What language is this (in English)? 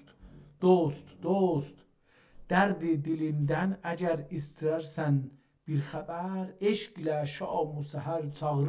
South Azerbaijani